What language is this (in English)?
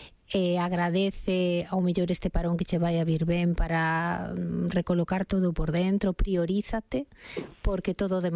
Galician